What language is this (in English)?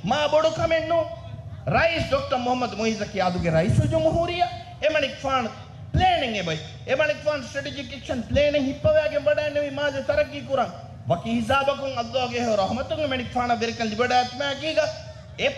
Divehi